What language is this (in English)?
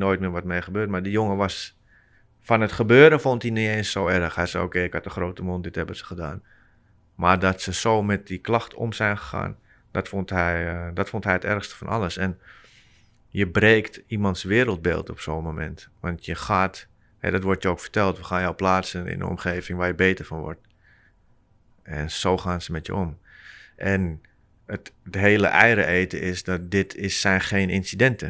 Dutch